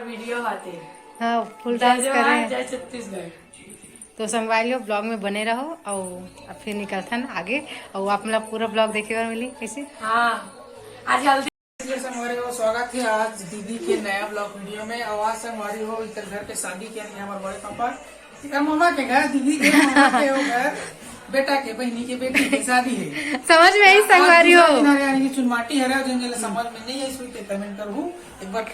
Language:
Chhattisgarhi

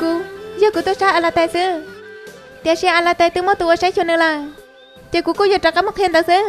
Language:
Hmong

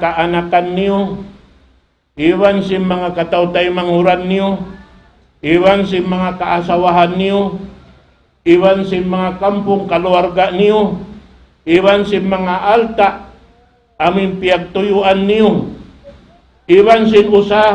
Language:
Tausug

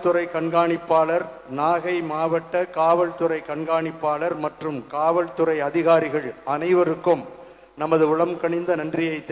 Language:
Tamil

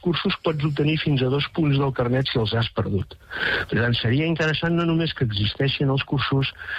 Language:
Catalan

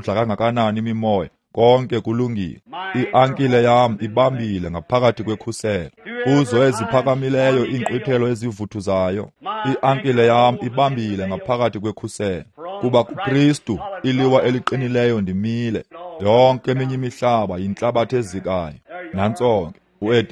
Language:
Xhosa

